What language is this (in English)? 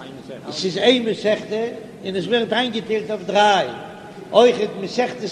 Yiddish